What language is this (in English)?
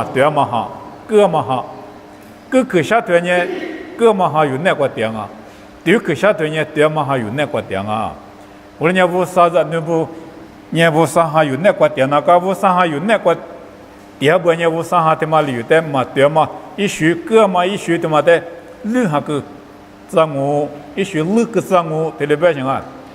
Lisu